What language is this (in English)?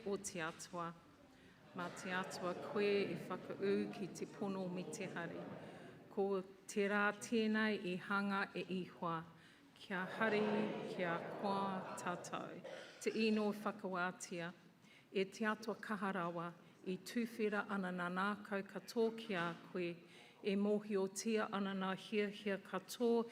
Māori